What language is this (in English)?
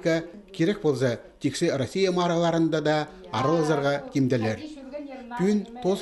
Khakas